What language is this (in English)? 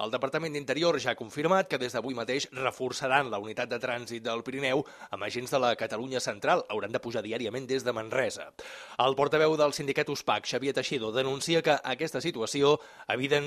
Catalan